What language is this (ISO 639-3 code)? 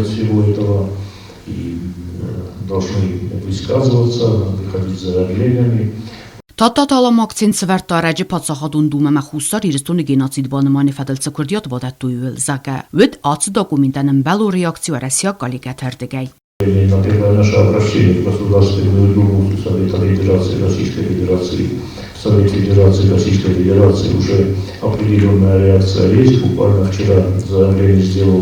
oss